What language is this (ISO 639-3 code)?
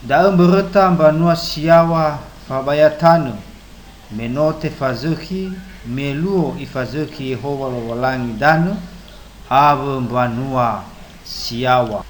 nia